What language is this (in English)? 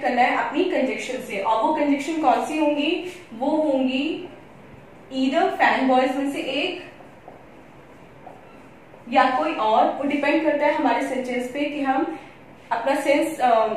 Hindi